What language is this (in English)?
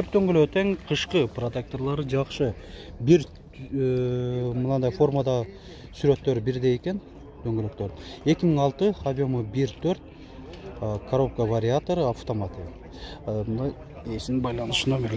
Kyrgyz